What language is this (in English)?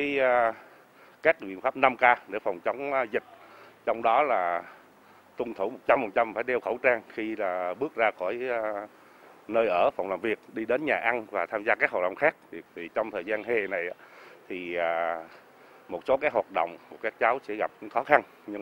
Vietnamese